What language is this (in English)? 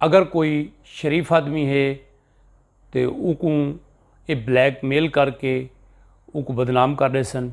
Saraiki